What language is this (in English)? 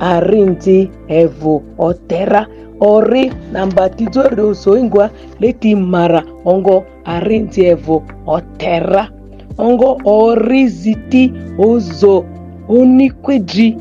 Ma'di